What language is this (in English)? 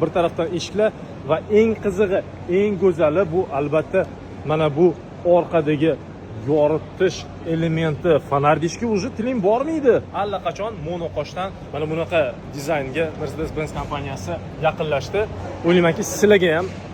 Uzbek